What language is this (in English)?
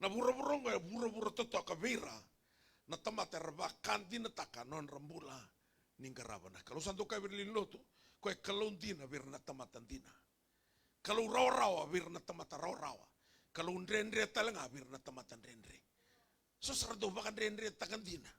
Fijian